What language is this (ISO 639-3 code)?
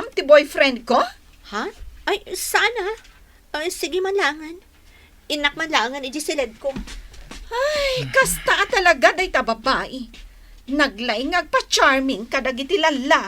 ilo